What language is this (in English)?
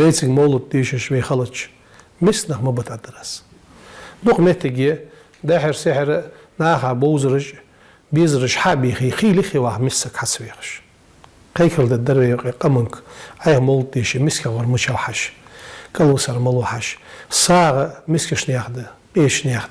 Ingush